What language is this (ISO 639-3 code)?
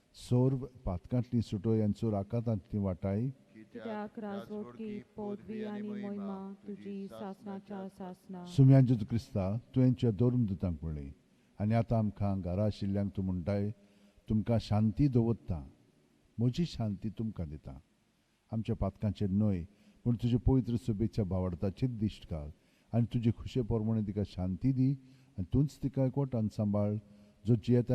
kok